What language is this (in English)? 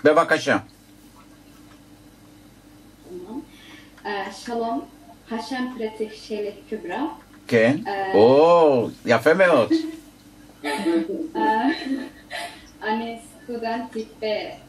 Turkish